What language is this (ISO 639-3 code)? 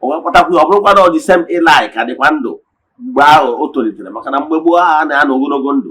ibo